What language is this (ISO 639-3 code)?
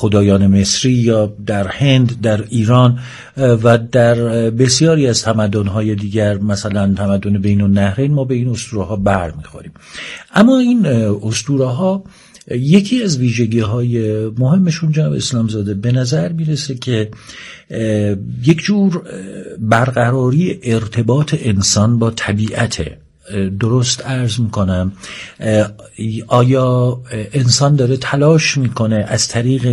fas